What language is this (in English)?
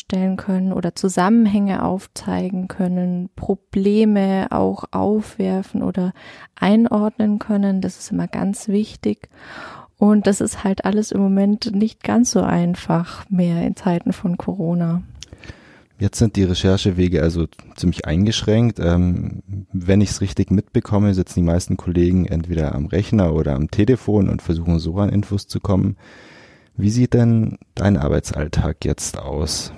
German